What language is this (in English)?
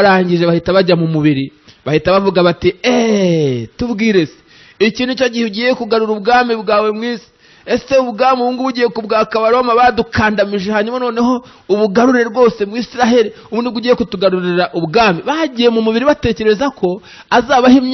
Kinyarwanda